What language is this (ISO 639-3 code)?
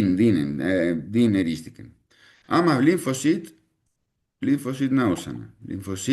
kur